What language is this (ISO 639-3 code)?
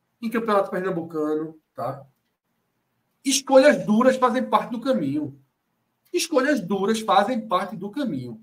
por